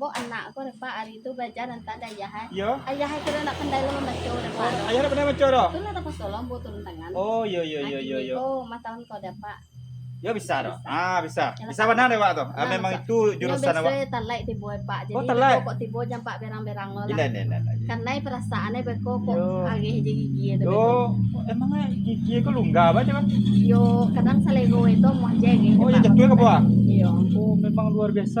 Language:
Minangkabau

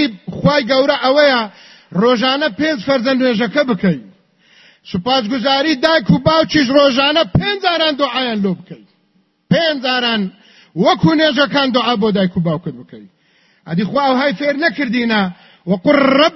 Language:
Central Kurdish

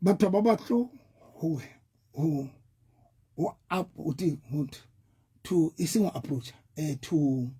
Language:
Southern Sotho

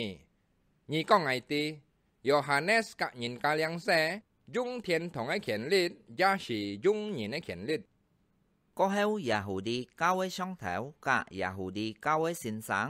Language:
Hakka Chinese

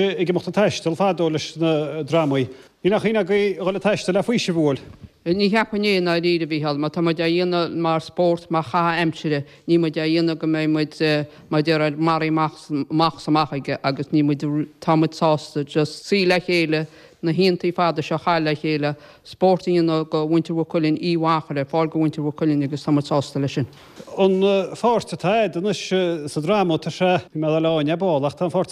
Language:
Irish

